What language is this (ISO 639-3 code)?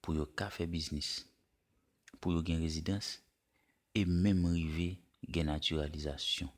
hat